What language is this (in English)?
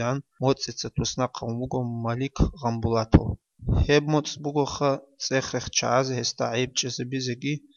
Avaric